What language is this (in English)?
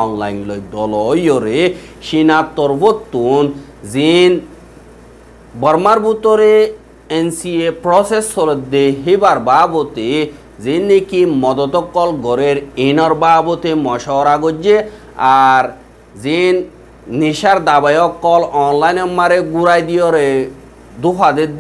Rohingya